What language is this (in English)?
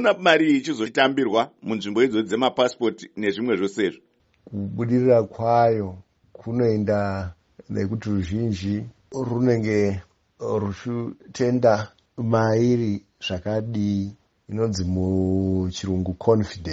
Shona